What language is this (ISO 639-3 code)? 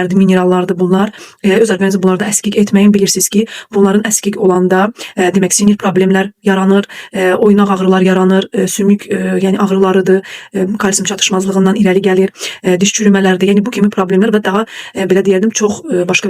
aze